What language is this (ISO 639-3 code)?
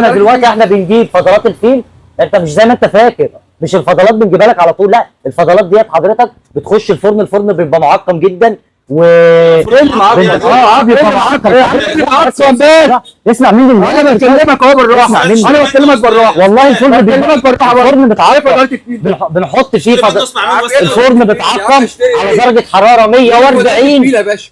arz